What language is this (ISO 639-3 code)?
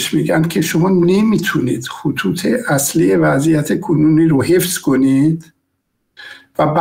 fas